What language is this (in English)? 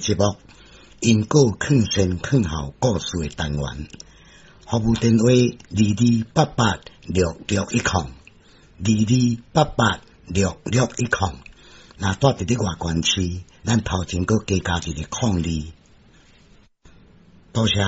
Min Nan Chinese